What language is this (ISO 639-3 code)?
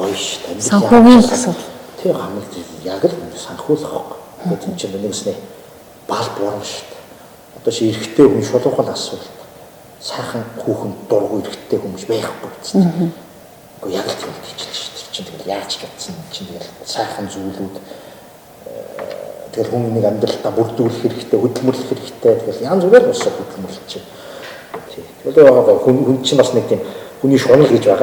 mon